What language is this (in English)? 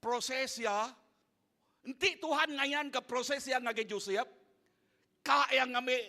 Iban